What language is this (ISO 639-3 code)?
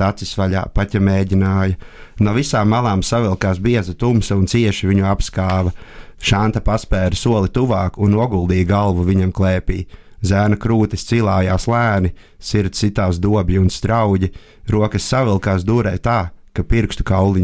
lav